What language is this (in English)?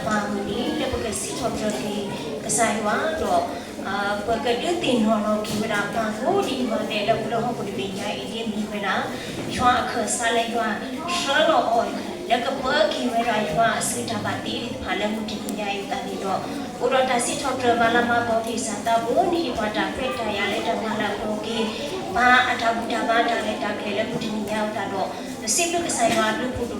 S'gaw Karen